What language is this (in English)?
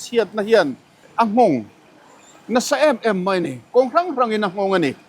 Mizo